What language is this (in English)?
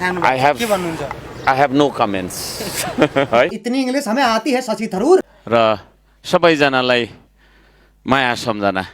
Nepali